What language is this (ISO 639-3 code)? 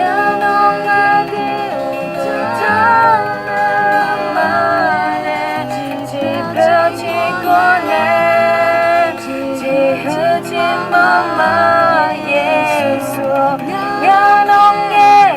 ahk